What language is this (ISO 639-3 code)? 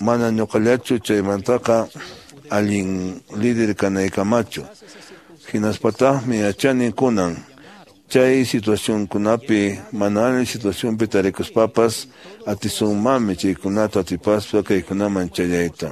que